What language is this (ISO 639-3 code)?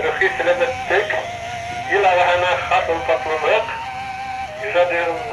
bak